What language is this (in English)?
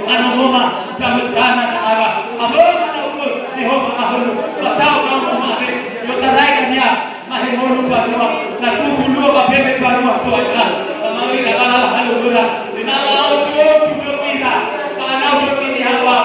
Nias